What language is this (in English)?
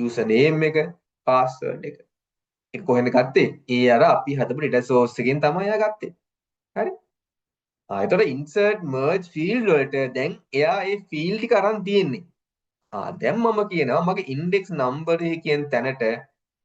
Sinhala